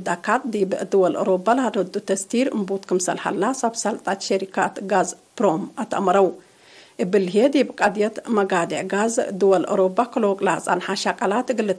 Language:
Tigre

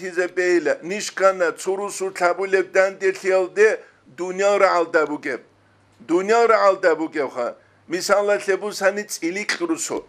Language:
Avaric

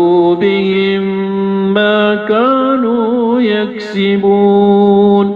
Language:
Maranao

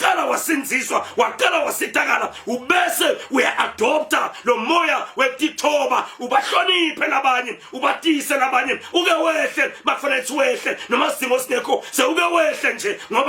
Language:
Zulu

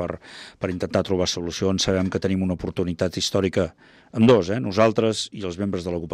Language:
Catalan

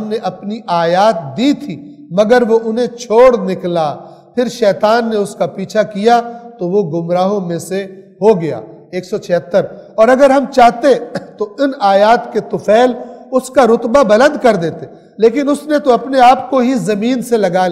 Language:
Urdu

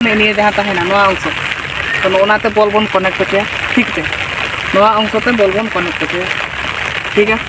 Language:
Santali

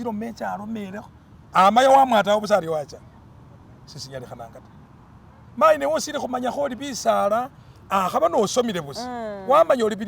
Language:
Masaaba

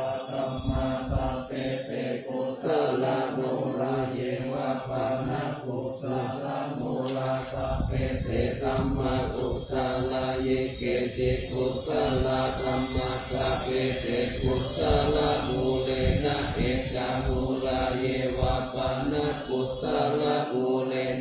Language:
Pali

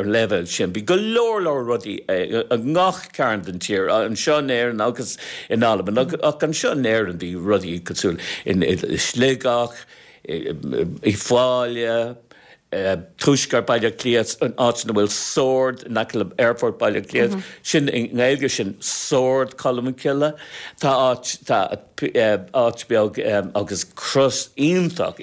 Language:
Irish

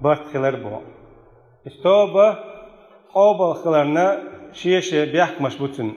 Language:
Chechen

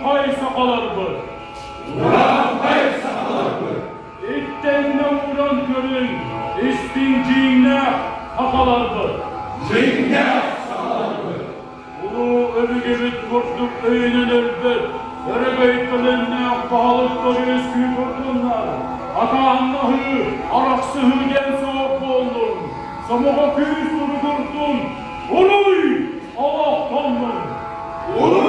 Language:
Yakut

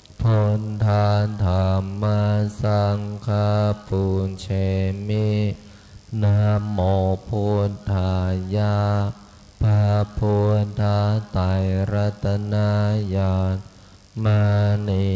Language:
Pali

